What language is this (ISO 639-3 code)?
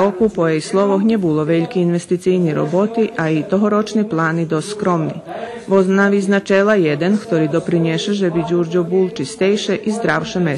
rue